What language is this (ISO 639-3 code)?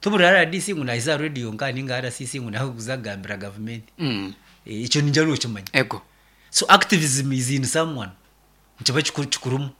nyn